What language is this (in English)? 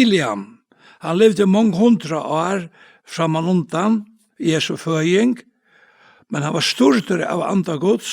Faroese